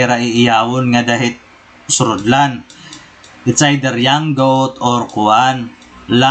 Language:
Waray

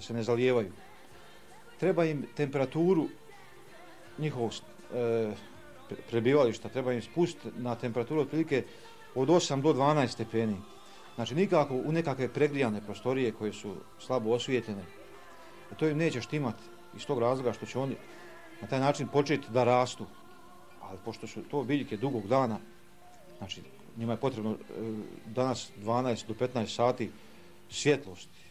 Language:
Croatian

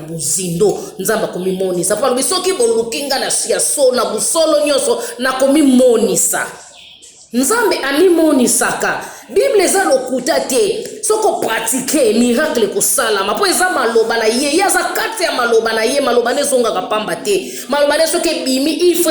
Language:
Lingala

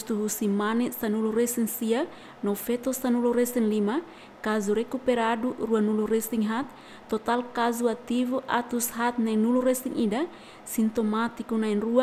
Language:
Tetum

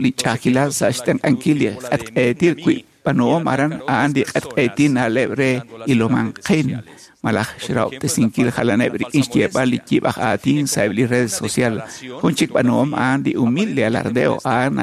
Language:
Kekchí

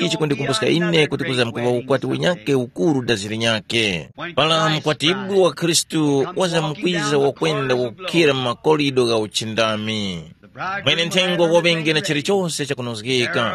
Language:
Tumbuka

